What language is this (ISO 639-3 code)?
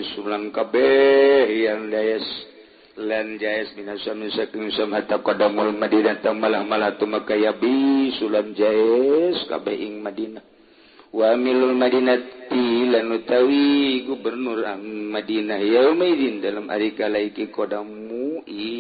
sun